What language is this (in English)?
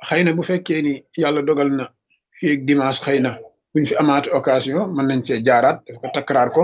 Wolof